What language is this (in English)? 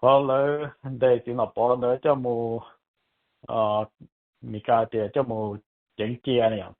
Hmong